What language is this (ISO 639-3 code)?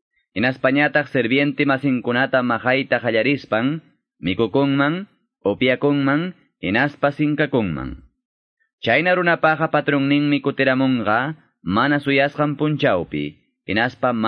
que